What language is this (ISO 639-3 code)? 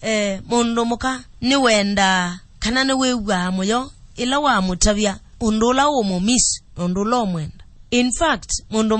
kam